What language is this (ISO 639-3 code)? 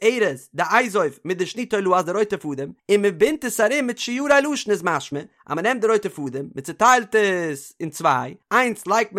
yid